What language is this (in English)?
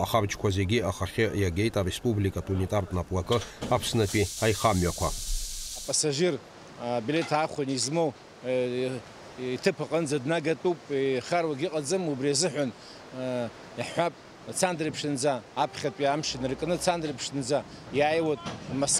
Abkhazian